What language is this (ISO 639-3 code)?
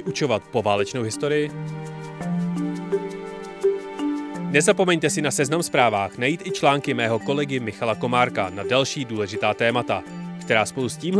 ces